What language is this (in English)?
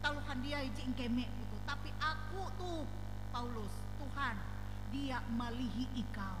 Ngaju